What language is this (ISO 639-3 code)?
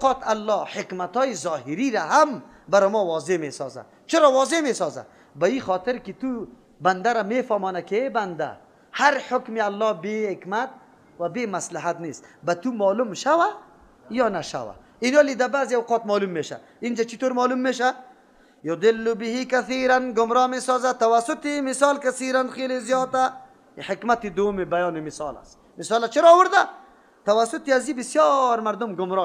fas